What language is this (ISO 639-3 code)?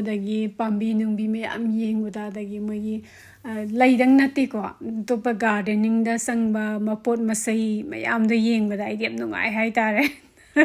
mni